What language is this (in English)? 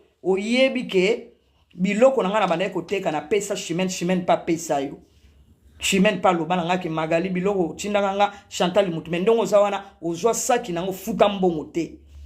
Lingala